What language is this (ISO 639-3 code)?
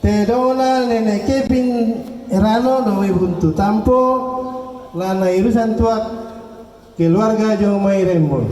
sda